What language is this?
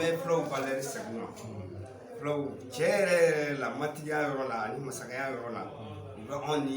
Bambara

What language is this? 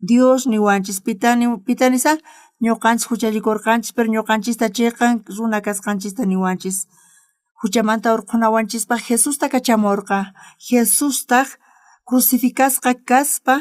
South Bolivian Quechua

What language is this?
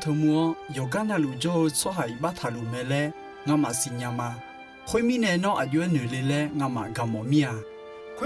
Akha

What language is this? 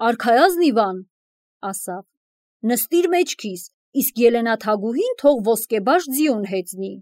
Armenian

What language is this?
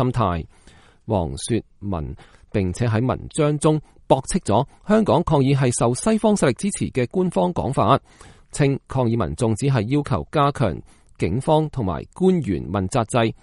Cantonese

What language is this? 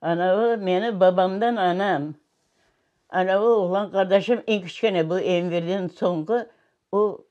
Crimean Tatar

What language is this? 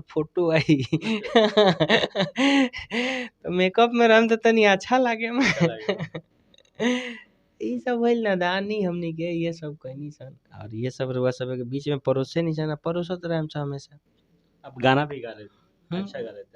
Bhojpuri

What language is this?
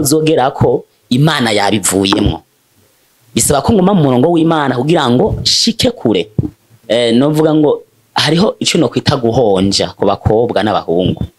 Rundi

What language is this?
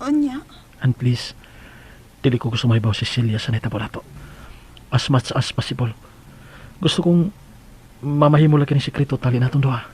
Cebuano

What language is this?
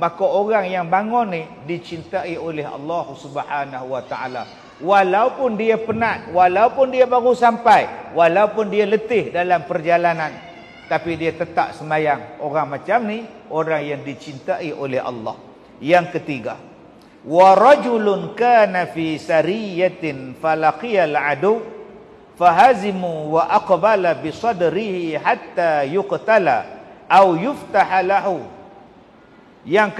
Malay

